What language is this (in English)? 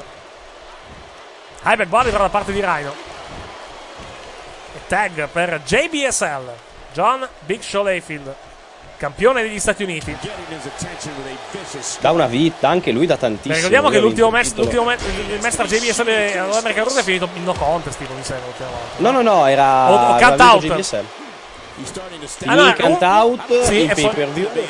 Italian